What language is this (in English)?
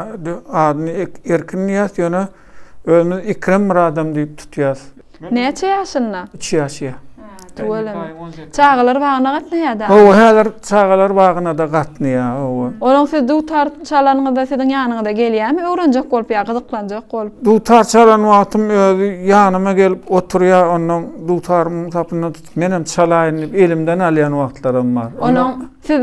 Turkmen